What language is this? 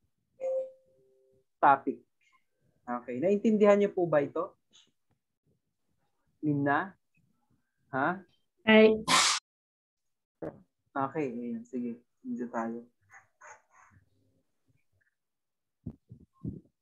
Filipino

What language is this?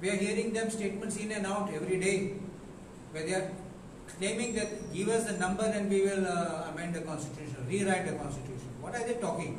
Konkani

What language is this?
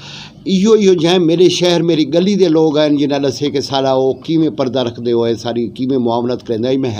Saraiki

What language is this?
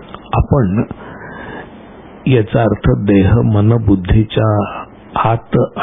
Marathi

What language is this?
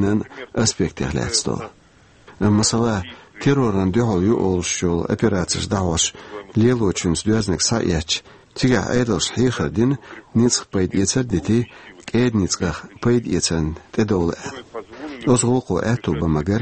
Chechen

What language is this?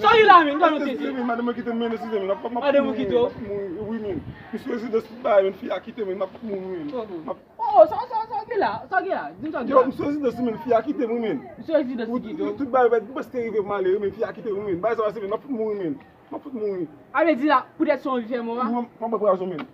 Haitian Creole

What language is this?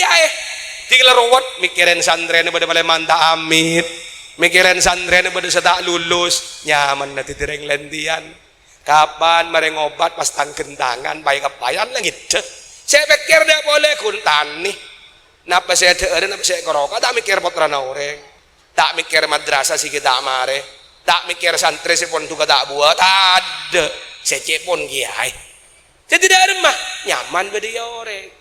Madurese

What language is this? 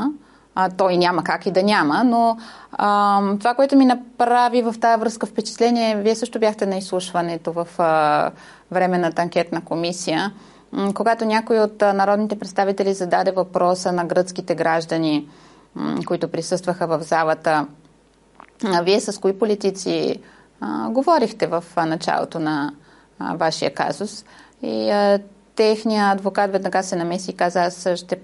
Bulgarian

